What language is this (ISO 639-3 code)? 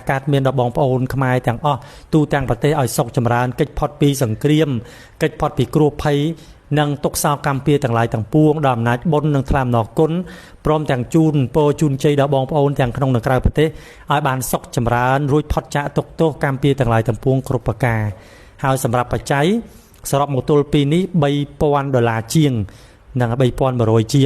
khm